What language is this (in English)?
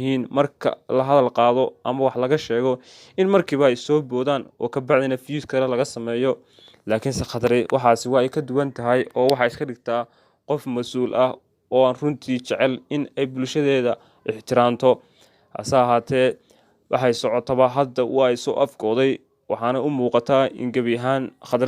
Somali